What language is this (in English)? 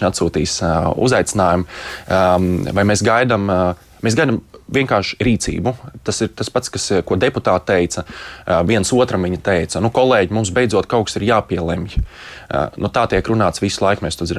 Latvian